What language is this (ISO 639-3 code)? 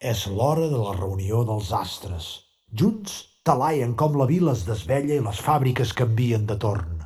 cat